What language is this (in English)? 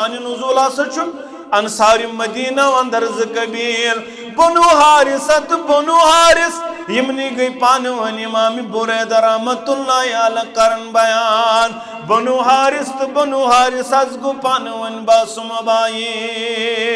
Kashmiri